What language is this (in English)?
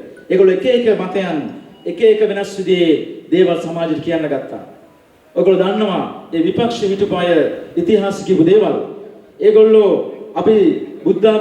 Sinhala